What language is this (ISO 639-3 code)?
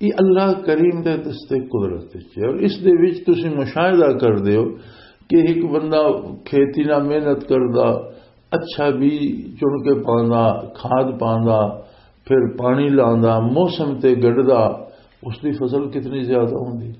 lah